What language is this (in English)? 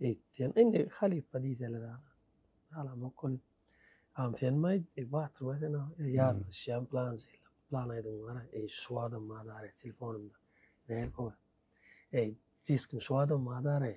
Turkmen